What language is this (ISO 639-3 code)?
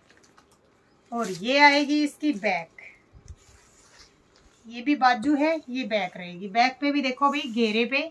hin